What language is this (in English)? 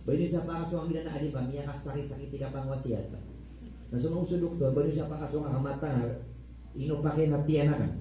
Maranao